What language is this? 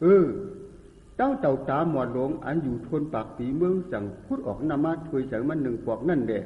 Shan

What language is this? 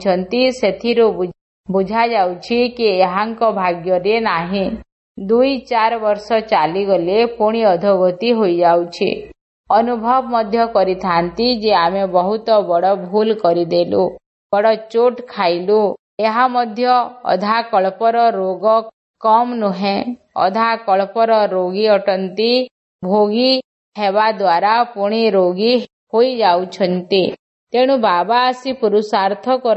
Odia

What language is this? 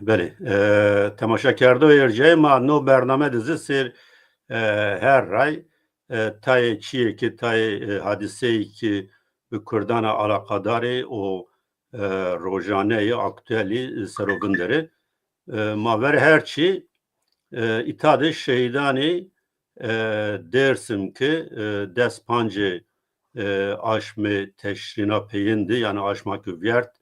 Zaza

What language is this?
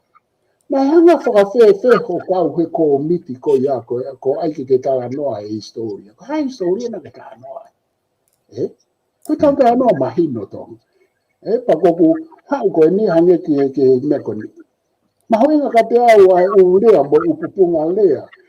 Tongan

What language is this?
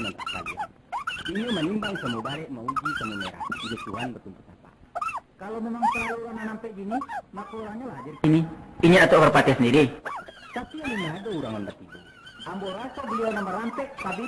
Minangkabau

